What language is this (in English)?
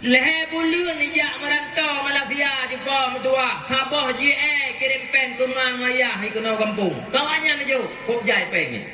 Achinese